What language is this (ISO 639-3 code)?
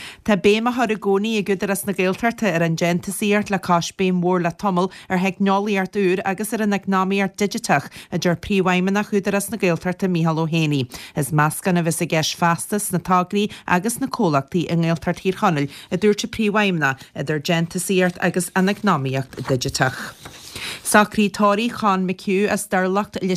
gle